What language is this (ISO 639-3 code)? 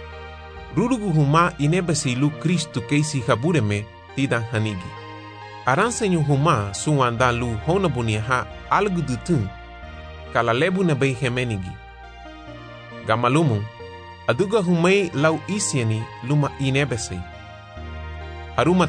cab